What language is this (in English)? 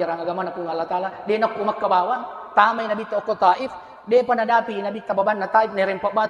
Buginese